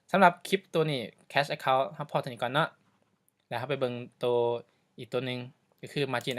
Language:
Lao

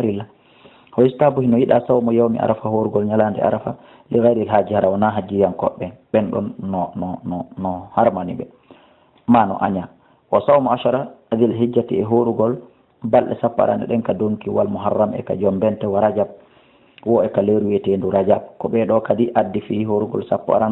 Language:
Fula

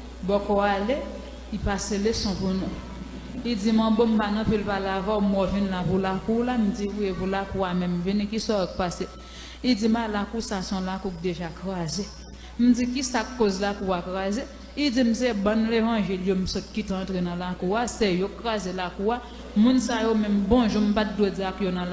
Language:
Haitian Creole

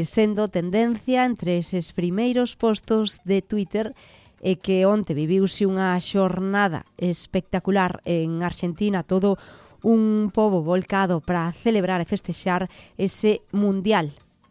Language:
Galician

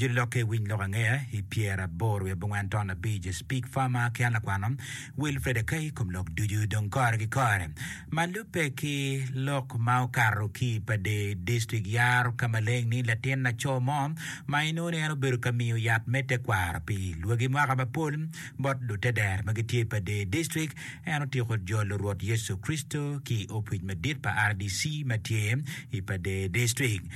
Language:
Acoli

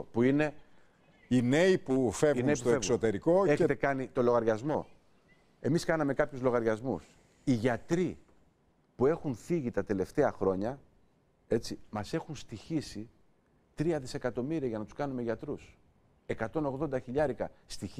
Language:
Greek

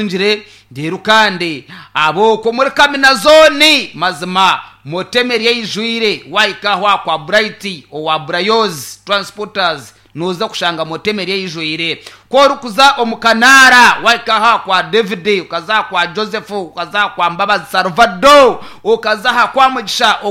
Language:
Nyankole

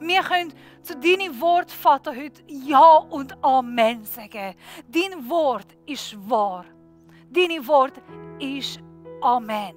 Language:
Swiss German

